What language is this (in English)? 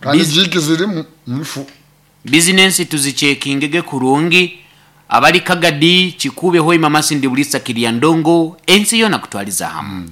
Nyoro